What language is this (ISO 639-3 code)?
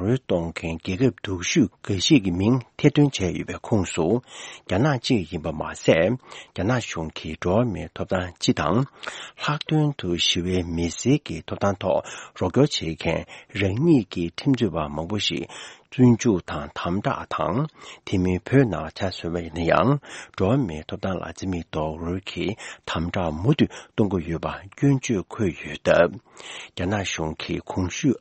bod